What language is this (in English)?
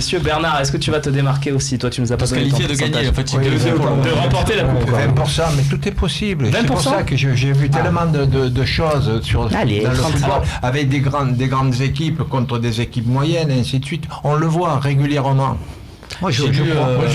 French